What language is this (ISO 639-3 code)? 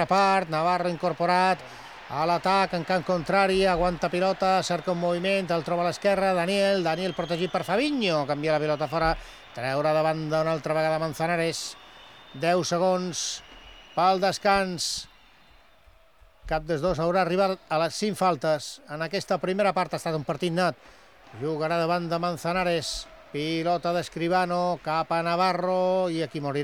cat